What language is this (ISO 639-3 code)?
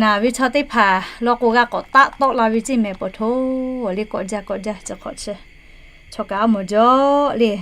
lhu